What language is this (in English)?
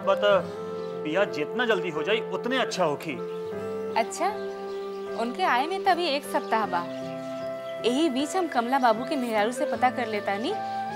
Bhojpuri